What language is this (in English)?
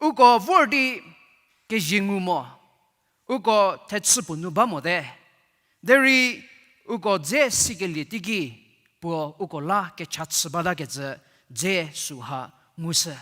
Angami Naga